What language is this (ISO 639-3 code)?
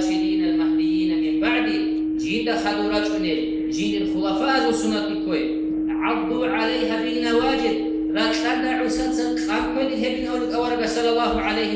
ava